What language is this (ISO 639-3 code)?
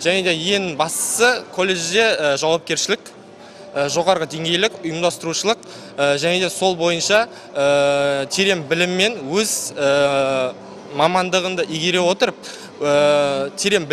kaz